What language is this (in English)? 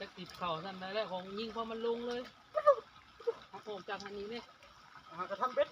Lao